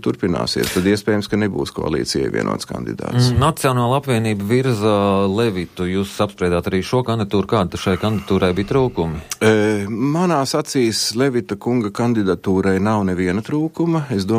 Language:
Latvian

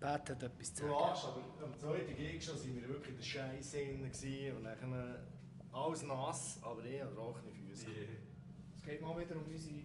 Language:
Swiss German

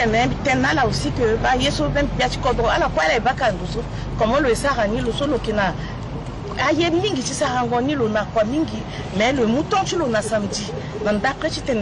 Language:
Sango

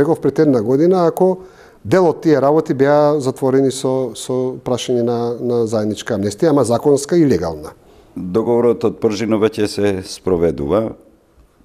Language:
Macedonian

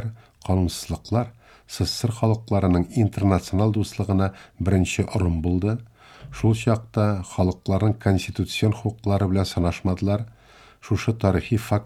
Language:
Tatar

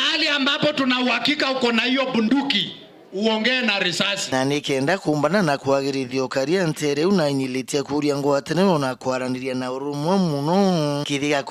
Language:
Meru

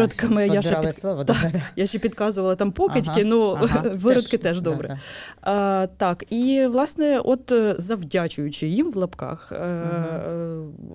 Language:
Ukrainian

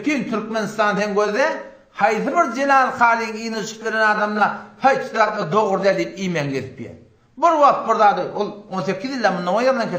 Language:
Turkmen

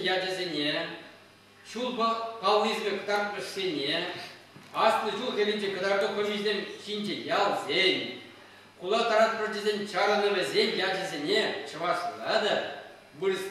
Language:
Chuvash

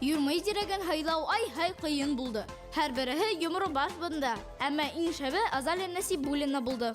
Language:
Bashkir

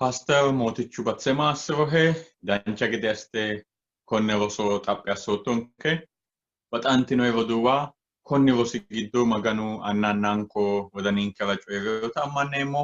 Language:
Sidamo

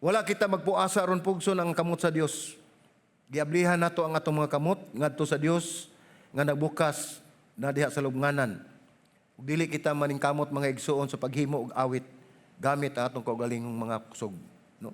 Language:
Cebuano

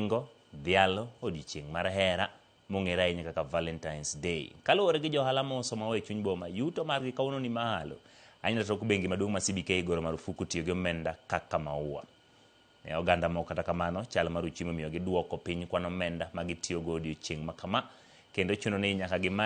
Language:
Luo (Kenya and Tanzania)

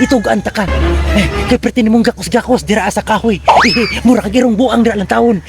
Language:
Cebuano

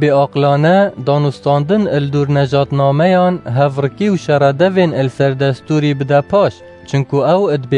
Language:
Kurdish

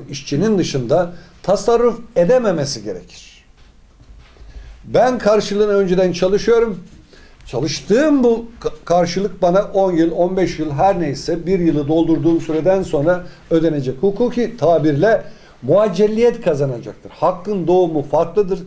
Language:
Turkish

